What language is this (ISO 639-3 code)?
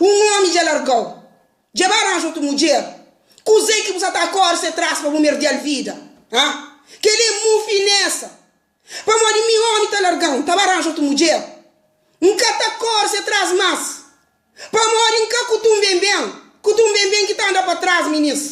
kea